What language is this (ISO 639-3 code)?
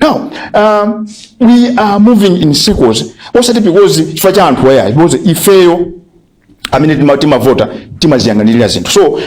nya